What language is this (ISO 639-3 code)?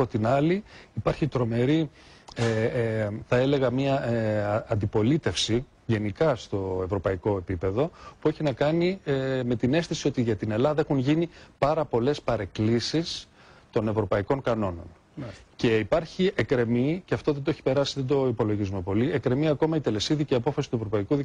ell